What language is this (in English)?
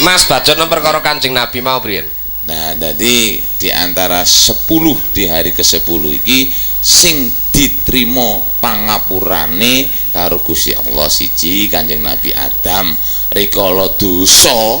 Javanese